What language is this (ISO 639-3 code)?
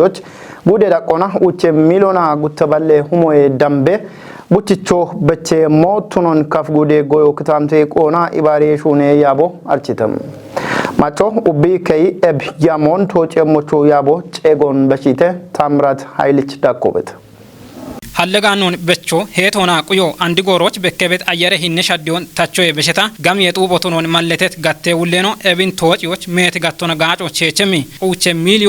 kbr